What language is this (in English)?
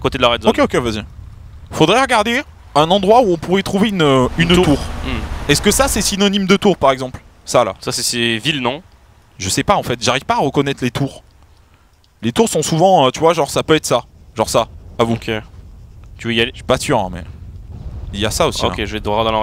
French